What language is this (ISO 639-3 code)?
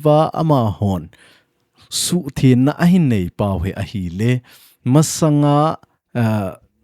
tcz